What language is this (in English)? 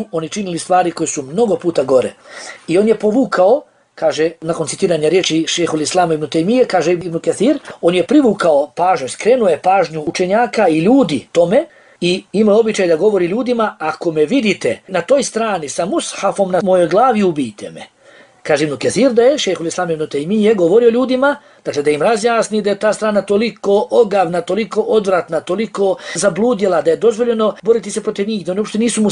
Bosnian